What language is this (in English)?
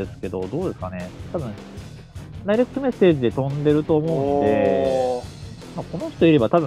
Japanese